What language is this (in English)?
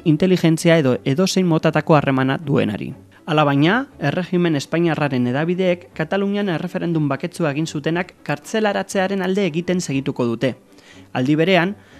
Basque